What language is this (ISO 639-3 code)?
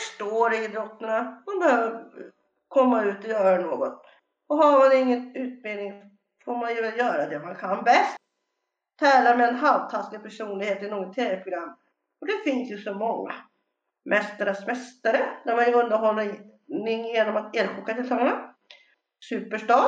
swe